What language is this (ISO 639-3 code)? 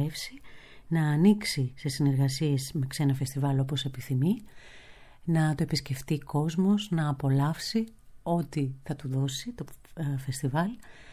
ell